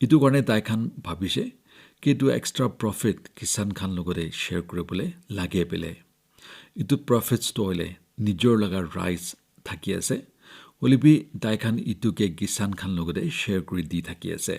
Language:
Naga Pidgin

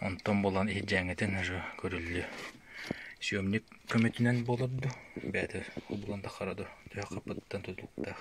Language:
Yakut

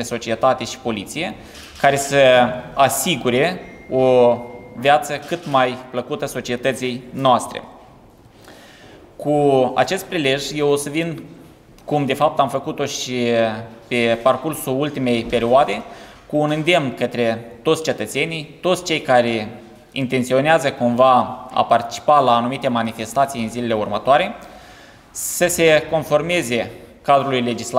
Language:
Romanian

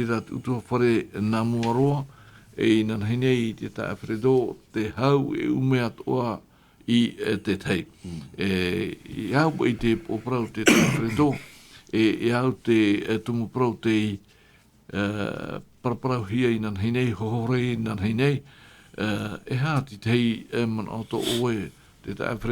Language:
Tahitian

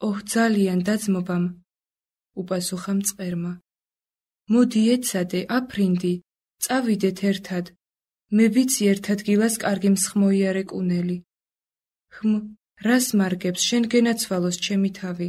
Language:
Georgian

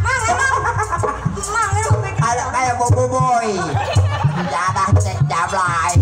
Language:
Betawi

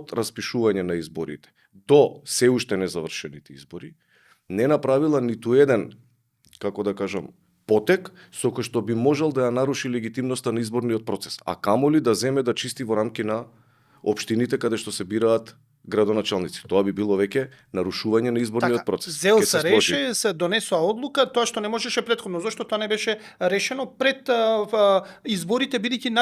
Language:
Macedonian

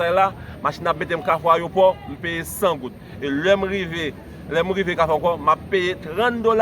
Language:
Haitian Creole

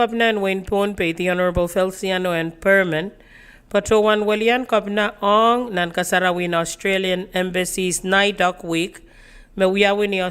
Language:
Pohnpeian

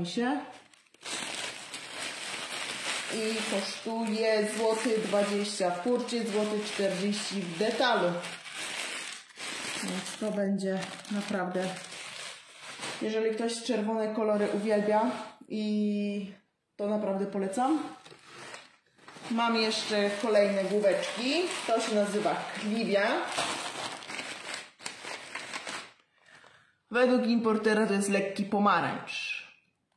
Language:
Polish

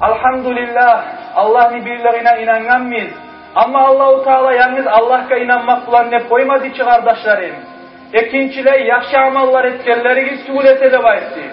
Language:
Kumyk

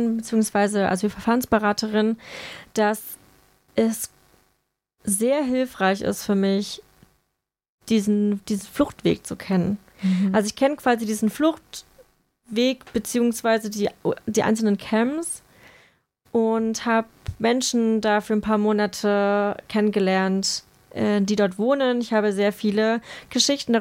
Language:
German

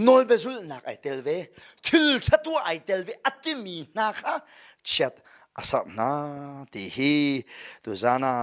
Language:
Hakha Chin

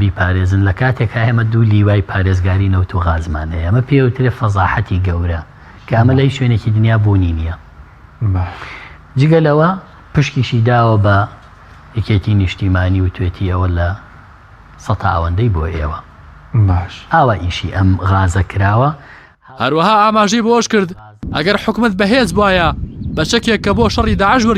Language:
Central Kurdish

